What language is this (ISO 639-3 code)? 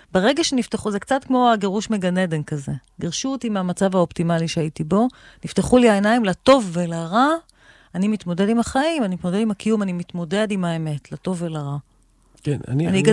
heb